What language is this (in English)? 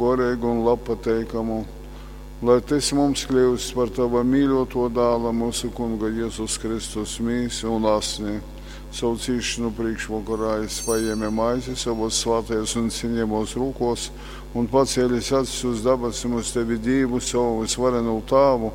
Latgalian